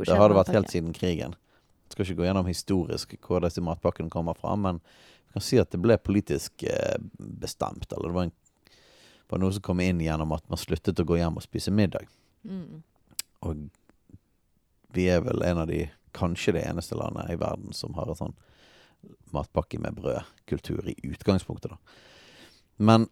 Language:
Norwegian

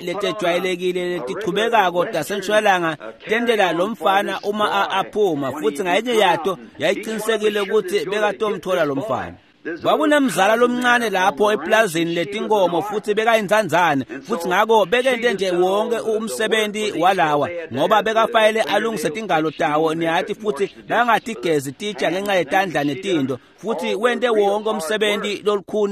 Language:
Swati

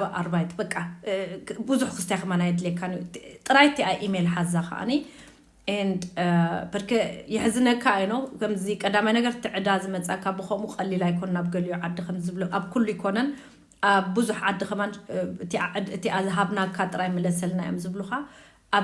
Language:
Tigrinya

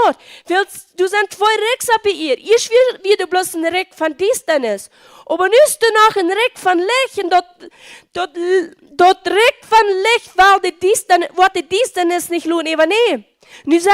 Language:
Plautdietsch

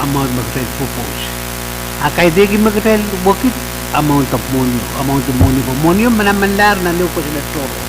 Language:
Pohnpeian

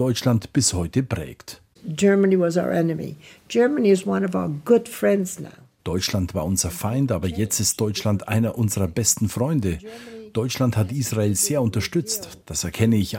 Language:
German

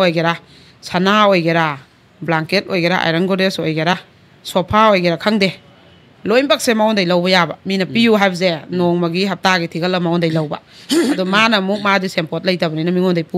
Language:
Manipuri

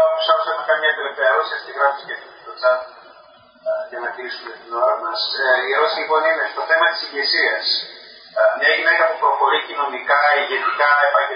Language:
Greek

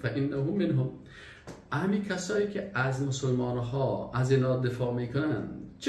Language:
Persian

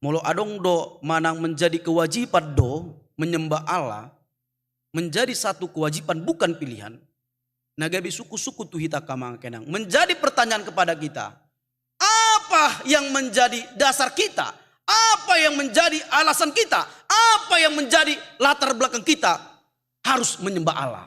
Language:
Batak Toba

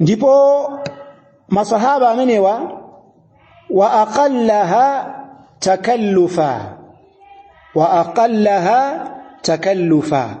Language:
Nyanja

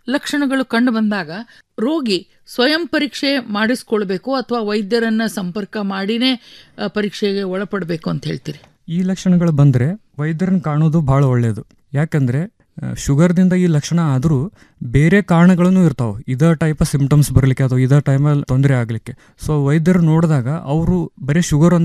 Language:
Kannada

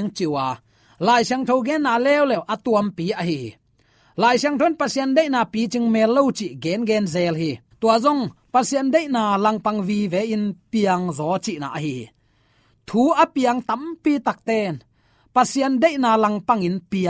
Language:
Tedim Chin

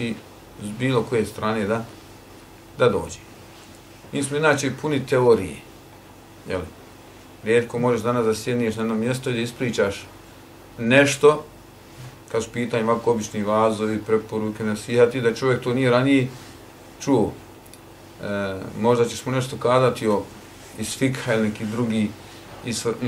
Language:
Bosnian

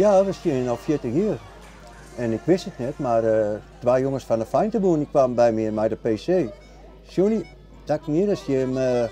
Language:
Western Frisian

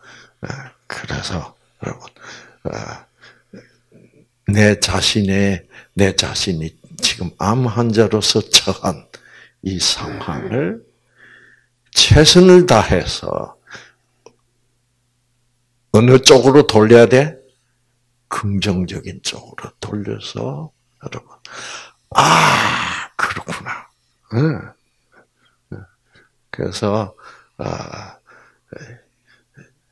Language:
Korean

